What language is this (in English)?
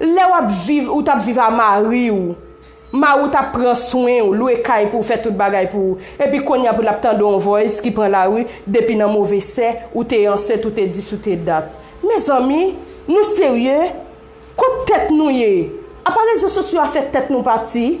Haitian Creole